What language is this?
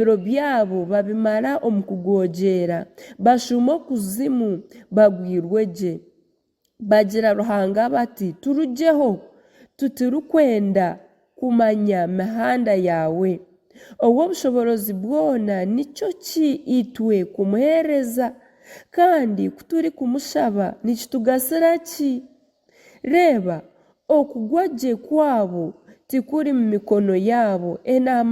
Nyankole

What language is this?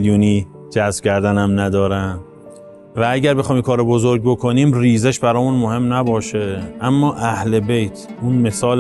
Persian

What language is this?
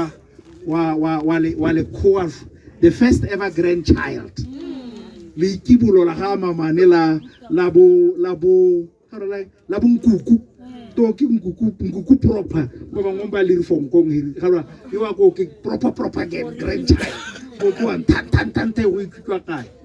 Tswana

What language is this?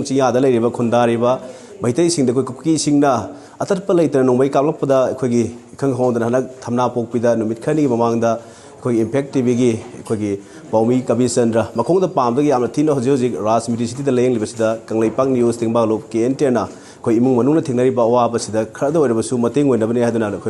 Manipuri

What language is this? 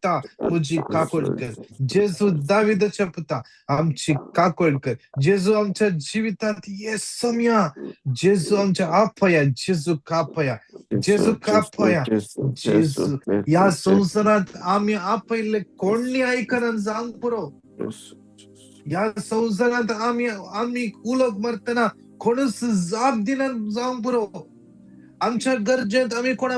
Konkani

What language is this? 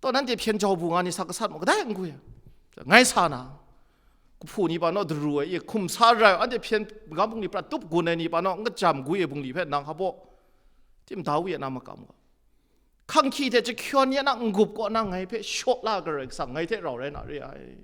Kachin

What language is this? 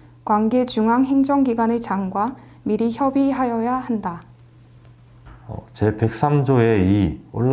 Korean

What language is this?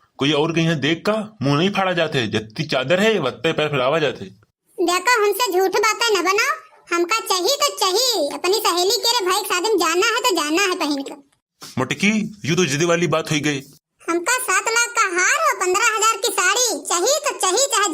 Awadhi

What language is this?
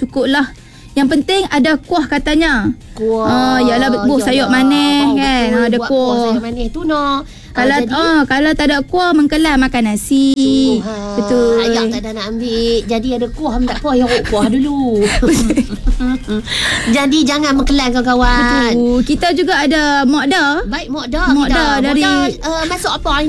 Malay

